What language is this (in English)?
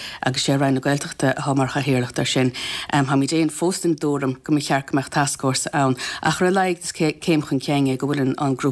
Irish